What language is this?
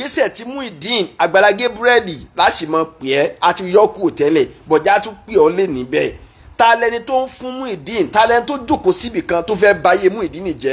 Yoruba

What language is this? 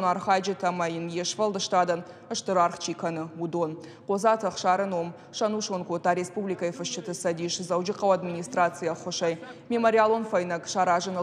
Ossetic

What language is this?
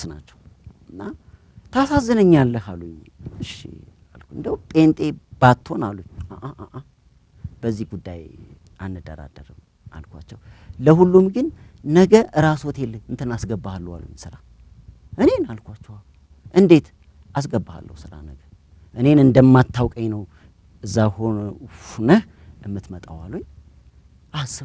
Amharic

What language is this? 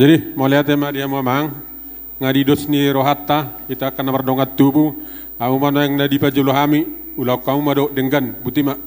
Batak Toba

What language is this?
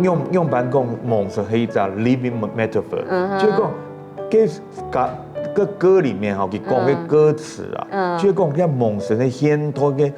Hakka Chinese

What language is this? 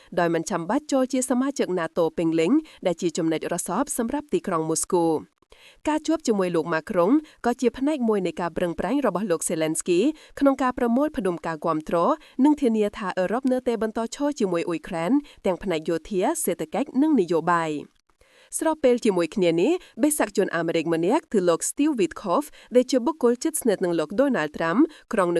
Khmer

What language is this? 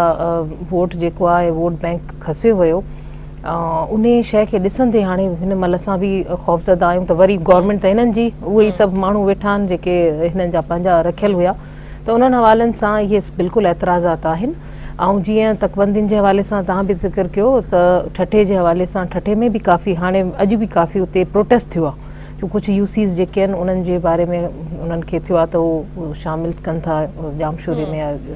Sindhi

